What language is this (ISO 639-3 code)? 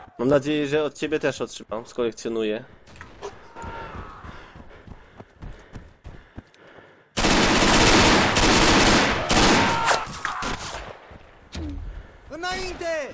pol